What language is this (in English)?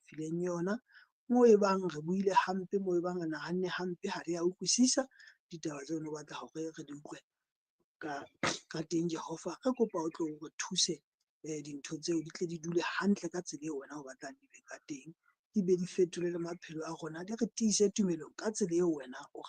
Southern Sotho